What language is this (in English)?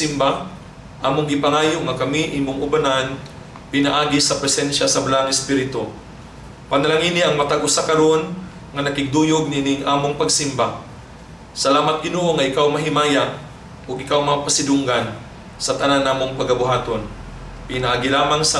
Cebuano